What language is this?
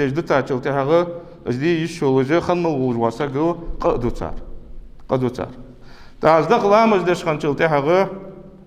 Ingush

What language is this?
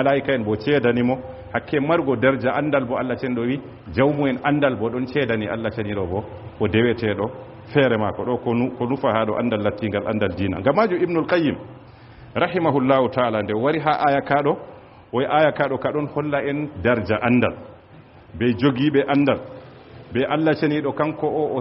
Fula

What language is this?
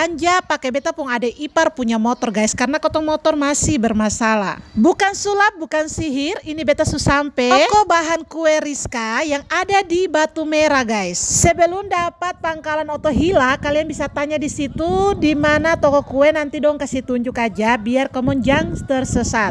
Ambonese Malay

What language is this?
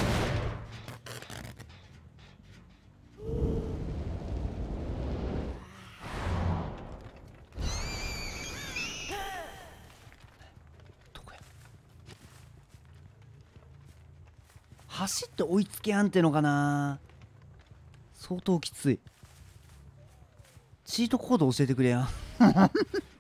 Japanese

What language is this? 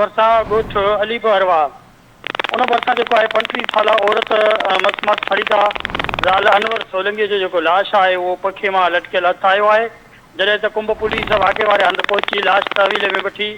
Sindhi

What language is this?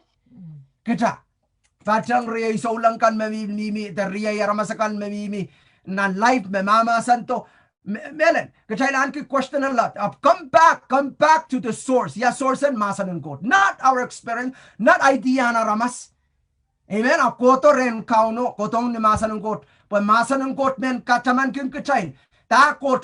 Pohnpeian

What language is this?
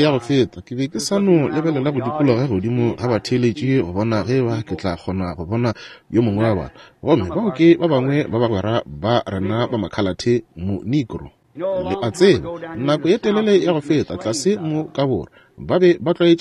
Northern Sotho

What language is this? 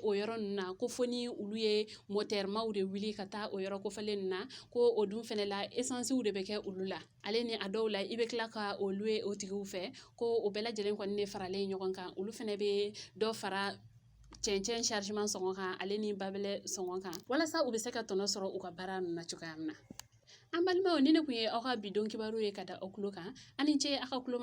Bambara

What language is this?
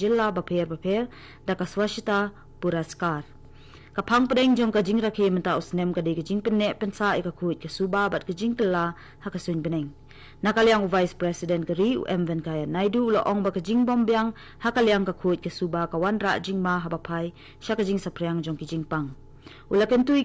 Khasi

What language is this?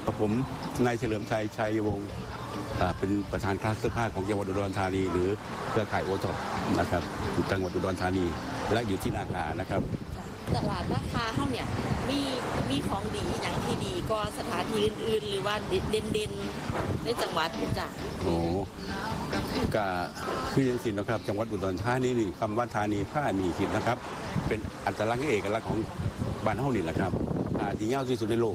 Thai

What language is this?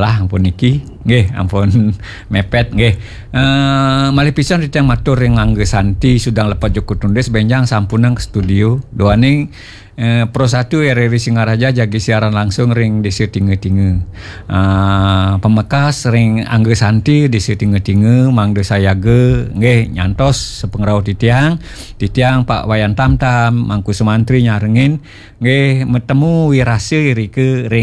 Balinese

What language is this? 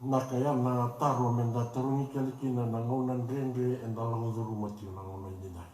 Fijian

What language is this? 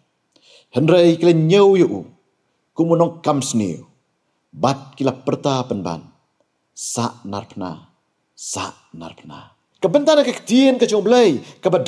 Khasi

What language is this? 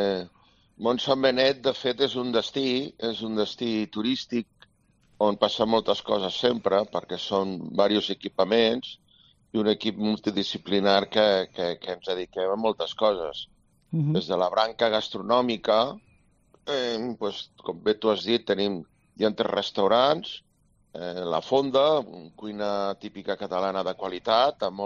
Catalan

